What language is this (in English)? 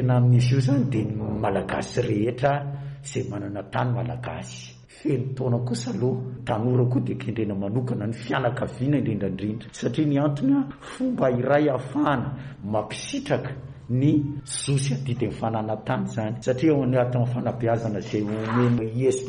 Malagasy